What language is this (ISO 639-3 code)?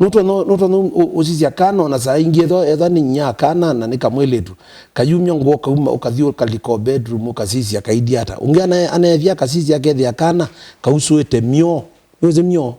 kam